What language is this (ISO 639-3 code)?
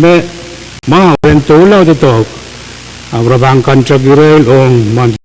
pon